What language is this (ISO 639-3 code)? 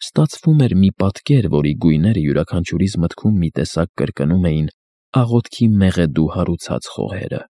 hye